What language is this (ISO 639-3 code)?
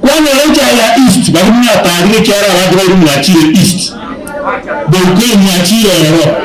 guz